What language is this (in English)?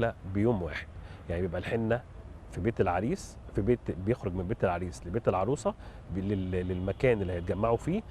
Egyptian Arabic